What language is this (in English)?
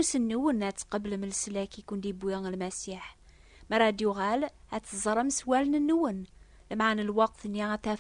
Kabyle